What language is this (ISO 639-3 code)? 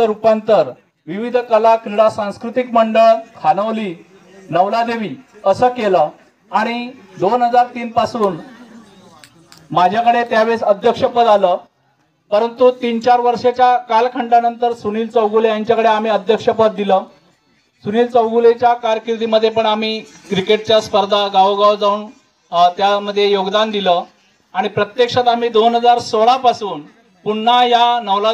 mar